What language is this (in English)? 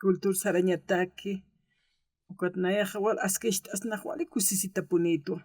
Aymara